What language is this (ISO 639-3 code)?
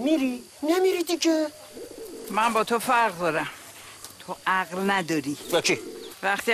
fas